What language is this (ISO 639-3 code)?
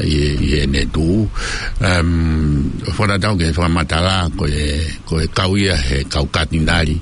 ton